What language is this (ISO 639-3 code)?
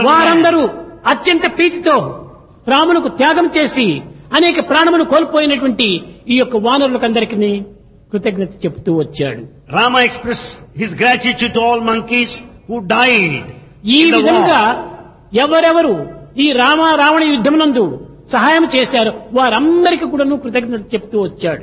tel